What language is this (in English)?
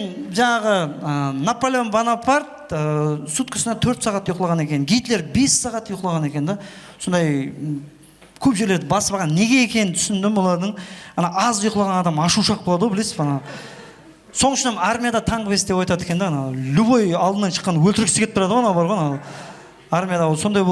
Kara-Kalpak